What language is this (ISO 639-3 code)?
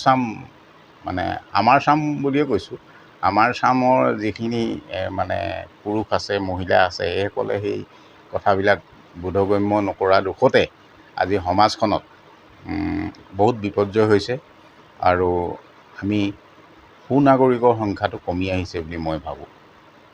asm